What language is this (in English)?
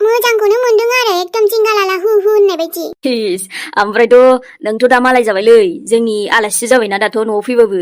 Bodo